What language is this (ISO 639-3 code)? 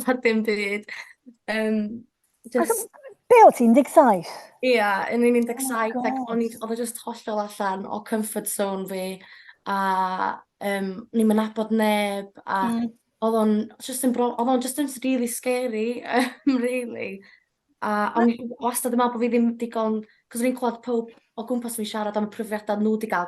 cym